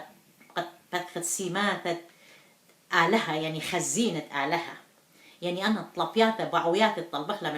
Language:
Assyrian Neo-Aramaic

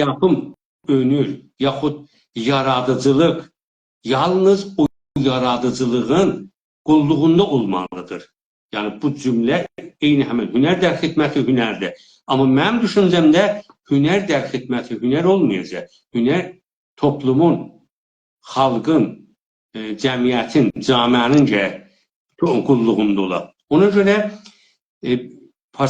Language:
South Azerbaijani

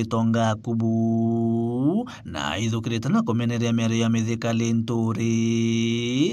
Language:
Meru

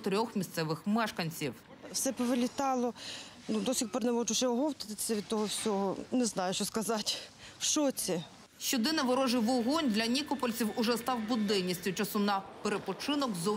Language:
Ukrainian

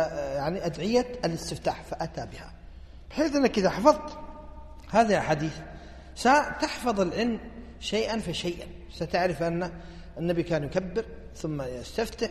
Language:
Arabic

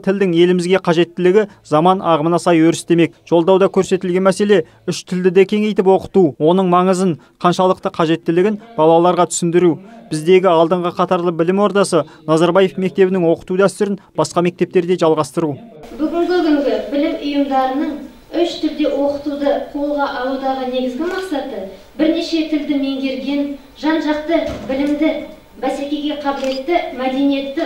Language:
Kazakh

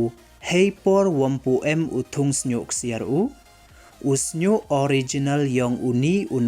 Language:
Pnar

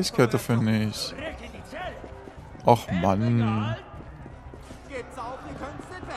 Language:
German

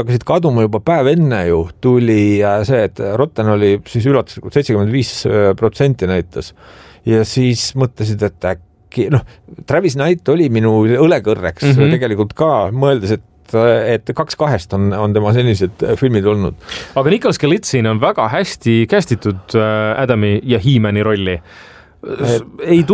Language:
Estonian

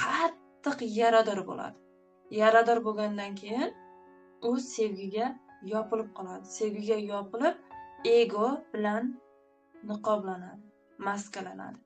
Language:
Uzbek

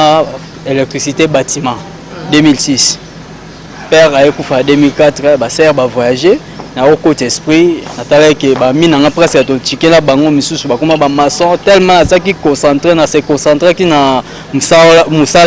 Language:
Lingala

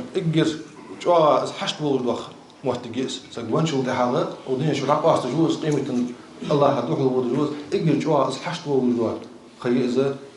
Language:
Ingush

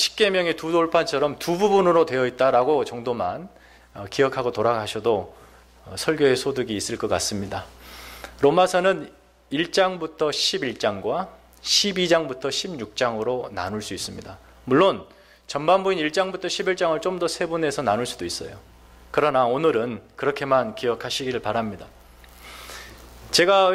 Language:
Korean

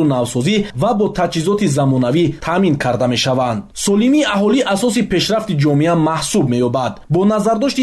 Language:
Tajik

